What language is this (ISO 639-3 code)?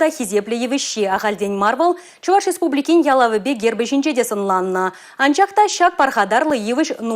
chv